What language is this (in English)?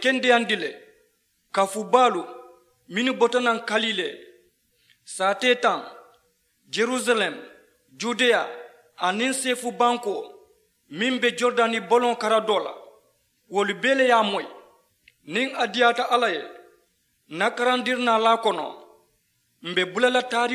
Mandingo